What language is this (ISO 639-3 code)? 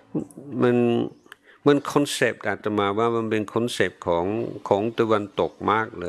tha